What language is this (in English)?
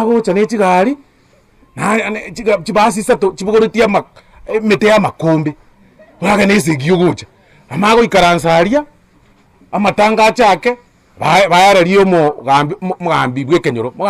Gusii